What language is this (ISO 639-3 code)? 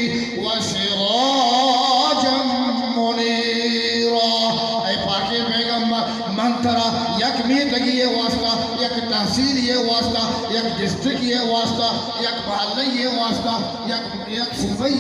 bgp